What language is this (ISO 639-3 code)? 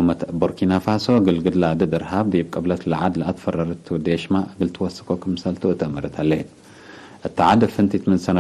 tig